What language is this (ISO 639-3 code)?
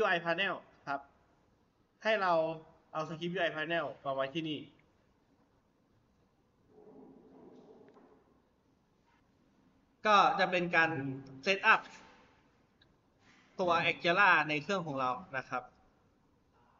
tha